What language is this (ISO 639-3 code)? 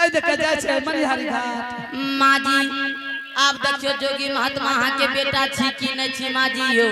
anp